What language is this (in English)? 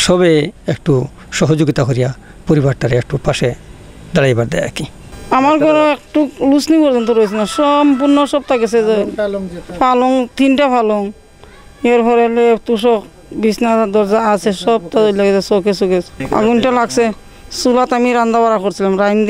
Sylheti